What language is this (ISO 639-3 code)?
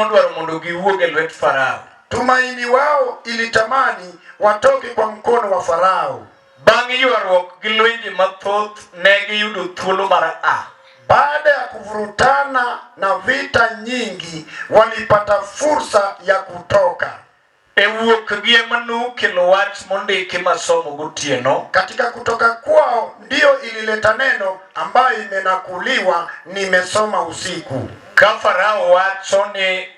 luo